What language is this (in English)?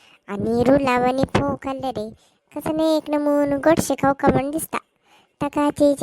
Konkani